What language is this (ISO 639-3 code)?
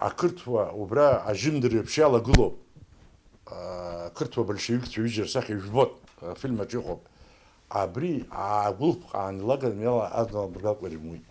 abk